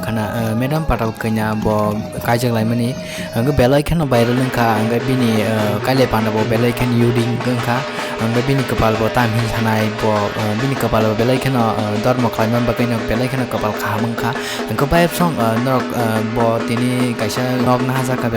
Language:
Kok Borok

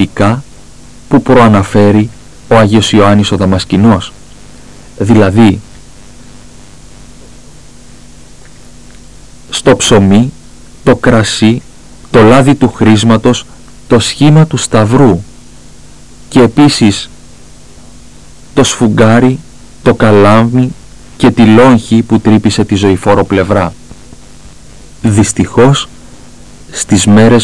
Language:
Greek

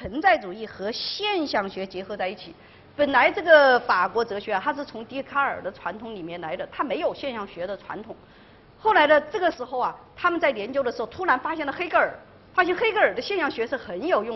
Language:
Chinese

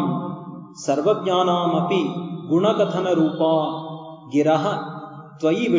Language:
Kannada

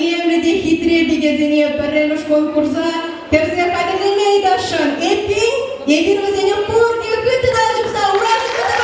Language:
Chuvash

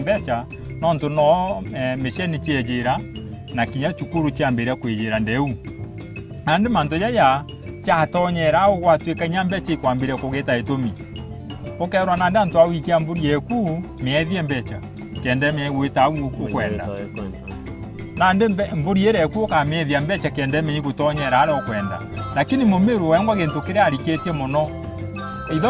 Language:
Meru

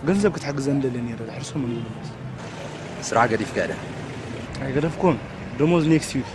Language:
Tigrinya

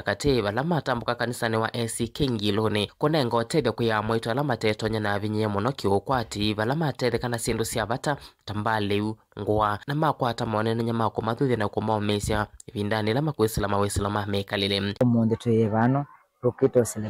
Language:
Kamba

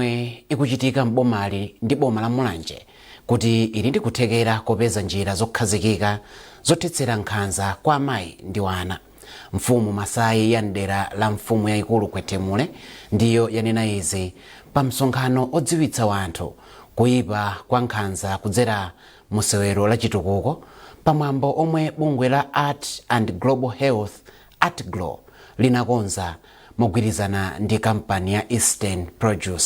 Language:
Nyanja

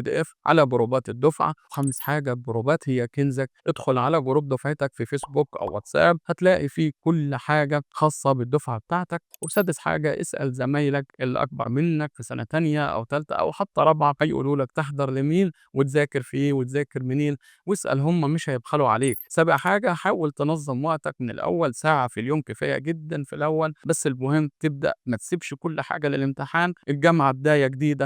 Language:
Egyptian Arabic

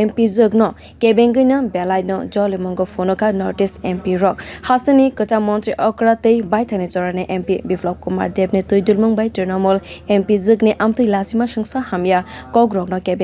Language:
Kok Borok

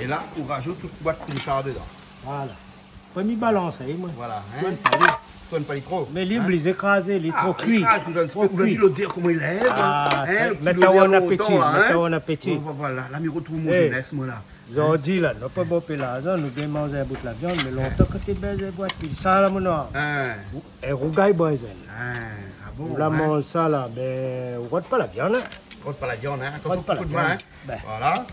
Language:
Réunion Creole French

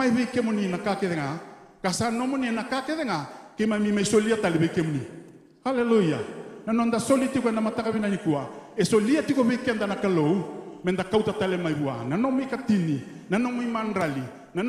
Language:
Fijian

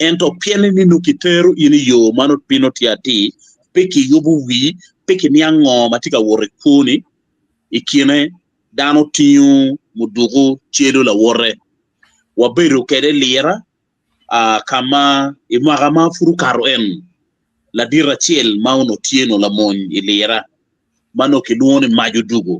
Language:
Acoli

